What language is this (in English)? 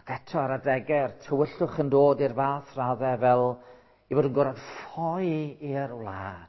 Welsh